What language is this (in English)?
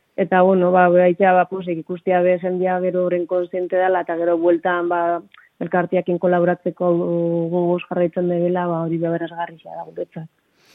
Basque